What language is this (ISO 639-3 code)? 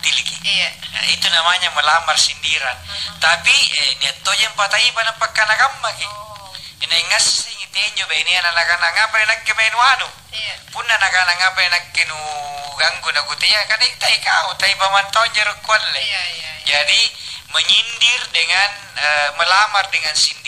mak